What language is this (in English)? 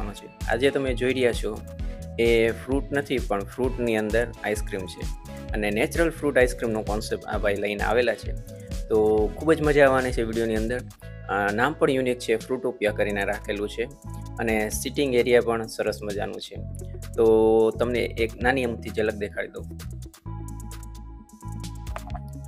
Gujarati